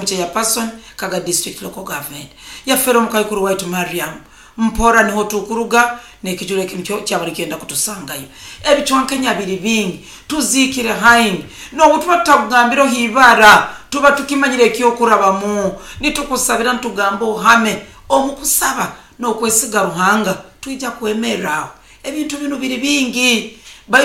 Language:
Nyoro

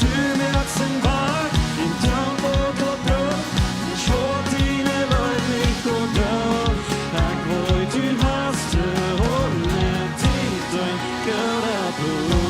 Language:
Plautdietsch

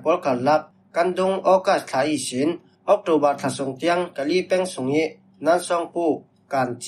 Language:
Falam Chin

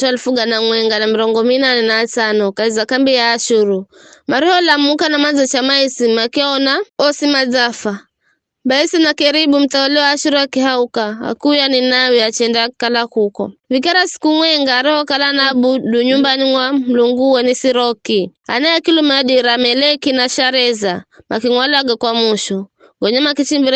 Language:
Giryama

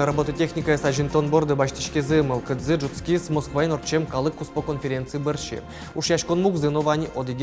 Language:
Udmurt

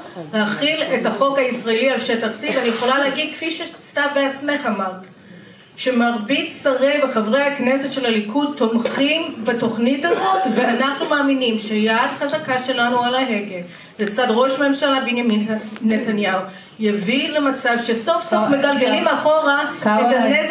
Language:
Hebrew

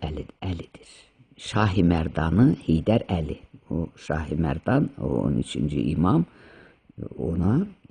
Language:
Azerbaijani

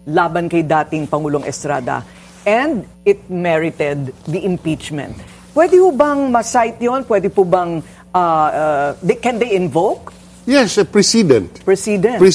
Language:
Filipino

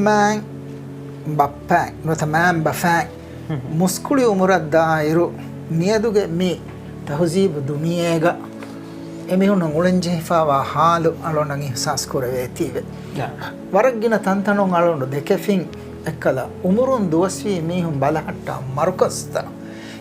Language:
Divehi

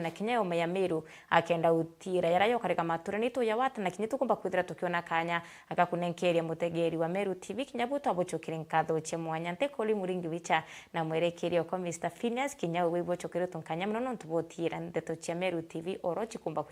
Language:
Meru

